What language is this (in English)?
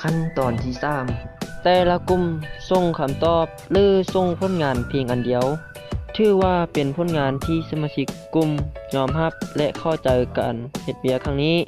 Lao